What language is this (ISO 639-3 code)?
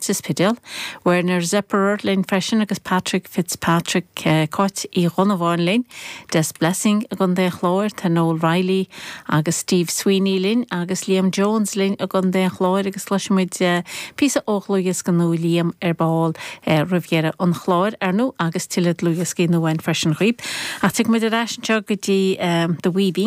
gle